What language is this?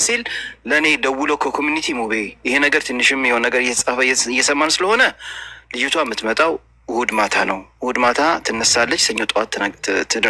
Amharic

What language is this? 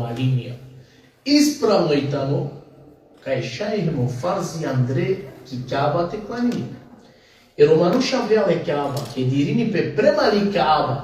Balkan Romani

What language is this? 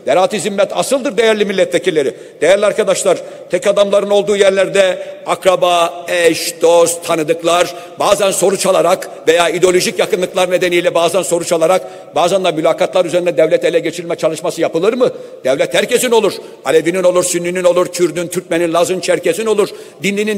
Turkish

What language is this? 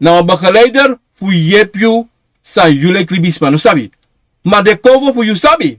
Sranan Tongo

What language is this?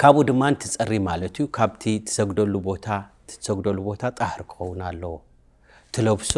Tigrinya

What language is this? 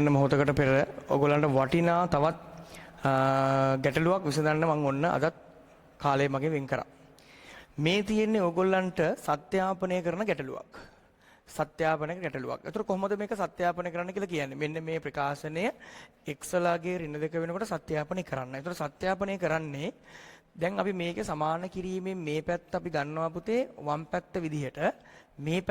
Sinhala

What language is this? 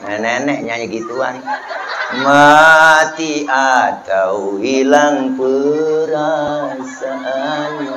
Betawi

